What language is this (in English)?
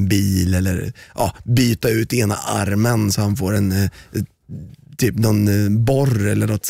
Swedish